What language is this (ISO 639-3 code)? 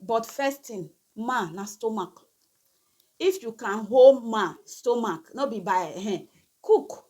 pcm